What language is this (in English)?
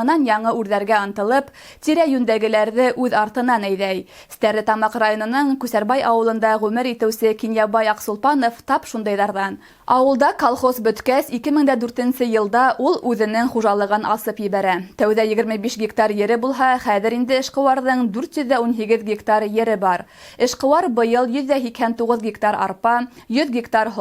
Bashkir